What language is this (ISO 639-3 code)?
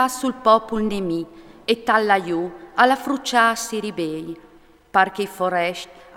fur